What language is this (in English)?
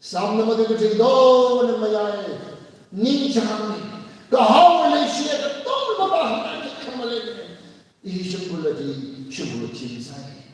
Tangkhul Naga (India)